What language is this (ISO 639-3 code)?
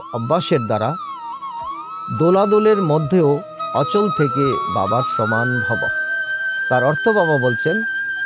ben